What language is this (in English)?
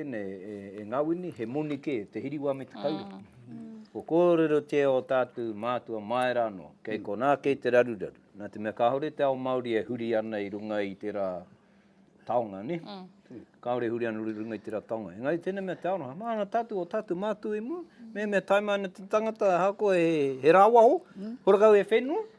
Māori